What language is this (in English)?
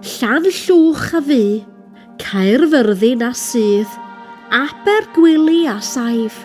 Welsh